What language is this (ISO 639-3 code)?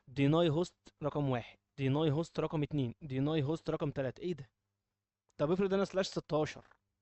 arz